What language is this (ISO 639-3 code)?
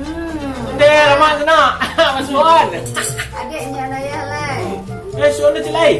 min